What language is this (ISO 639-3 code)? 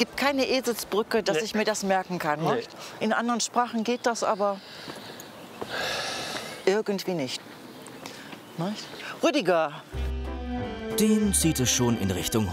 deu